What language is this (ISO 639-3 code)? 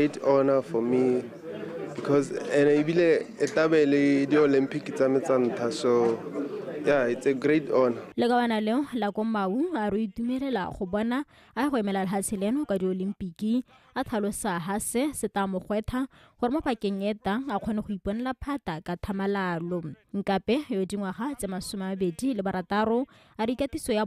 tsn